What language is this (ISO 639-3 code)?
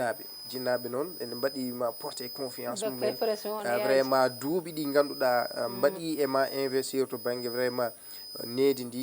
ful